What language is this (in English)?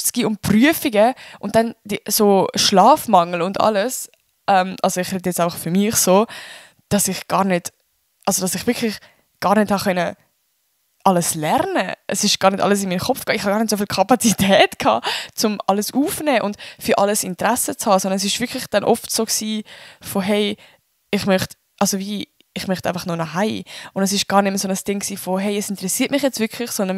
Swiss German